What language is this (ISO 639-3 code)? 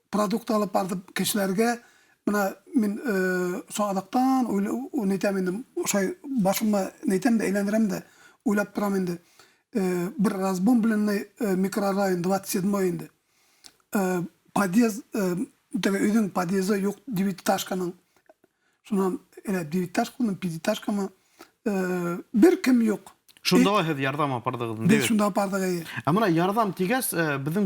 bak